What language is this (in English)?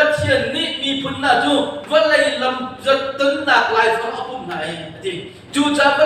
Hakha Chin